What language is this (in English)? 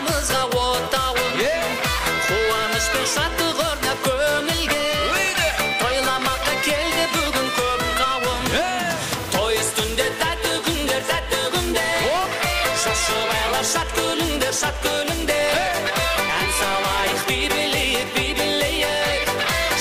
Kara-Kalpak